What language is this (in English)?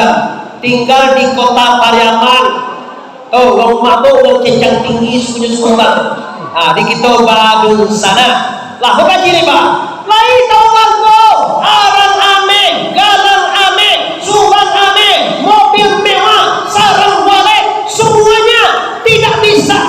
Minangkabau